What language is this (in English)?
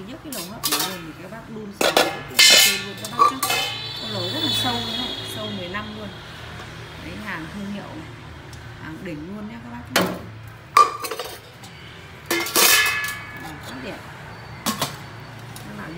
Vietnamese